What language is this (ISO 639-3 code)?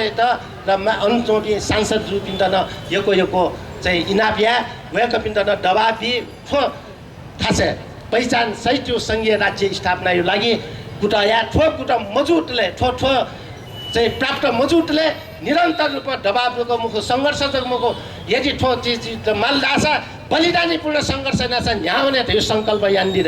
new